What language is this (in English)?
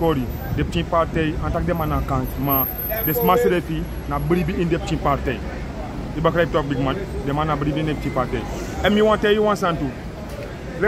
Sranan Tongo